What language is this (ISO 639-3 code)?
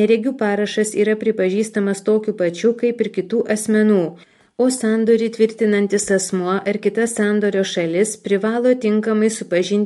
lit